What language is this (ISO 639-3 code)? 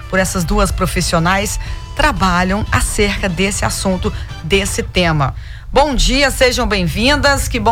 por